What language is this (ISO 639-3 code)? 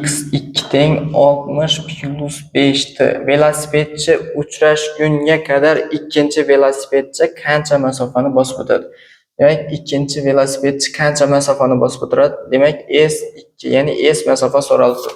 uzb